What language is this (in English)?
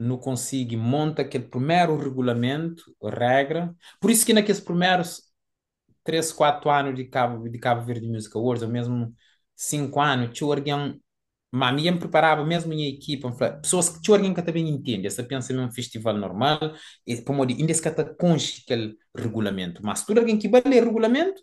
Kabuverdianu